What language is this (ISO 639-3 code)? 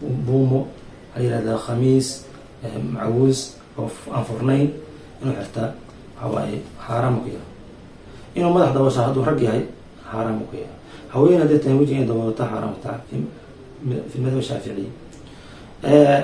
som